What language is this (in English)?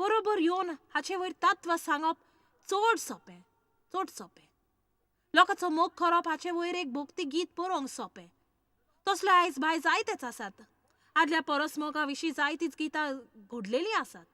Konkani